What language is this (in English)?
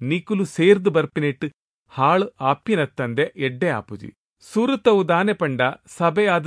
Tulu